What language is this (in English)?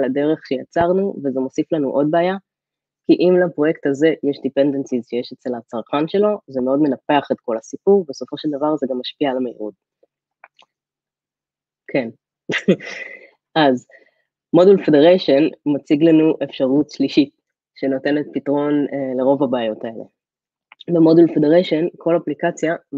Hebrew